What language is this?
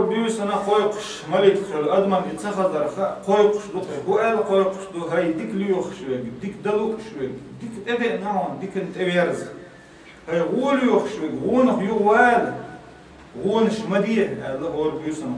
Chechen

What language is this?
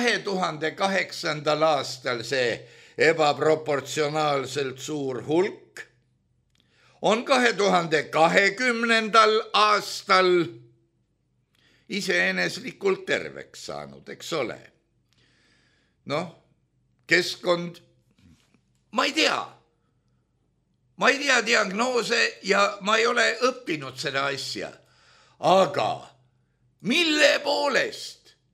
Estonian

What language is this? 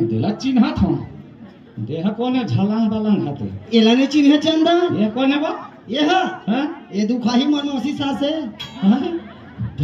Chhattisgarhi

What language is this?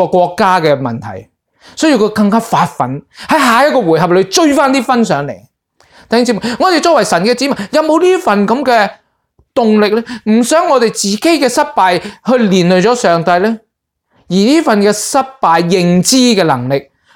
Cantonese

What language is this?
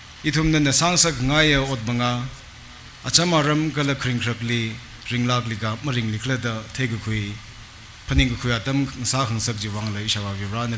Tangkhul Naga (India)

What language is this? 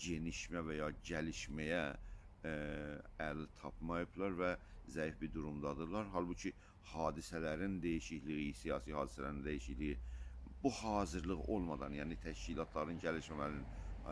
South Azerbaijani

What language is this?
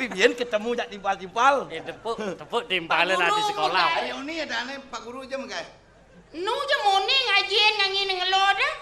Balinese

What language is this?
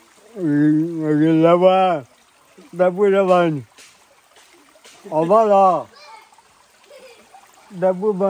S'gaw Karen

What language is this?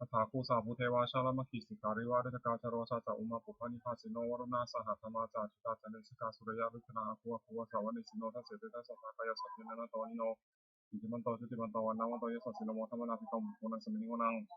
Pali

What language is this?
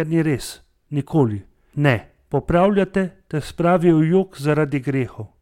Slovenian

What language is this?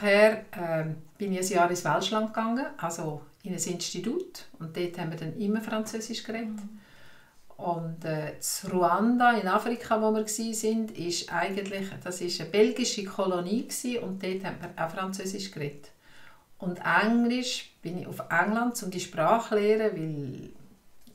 Swiss German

